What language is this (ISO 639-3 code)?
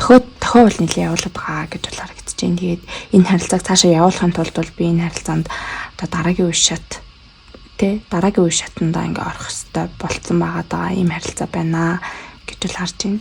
mon